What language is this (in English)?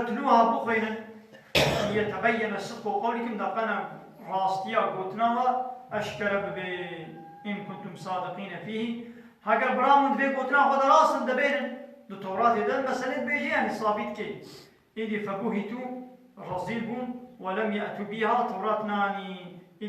Kurdish